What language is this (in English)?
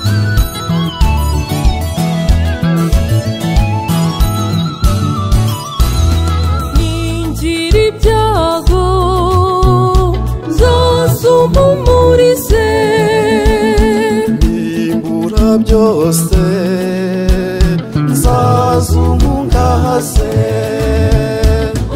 Kinyarwanda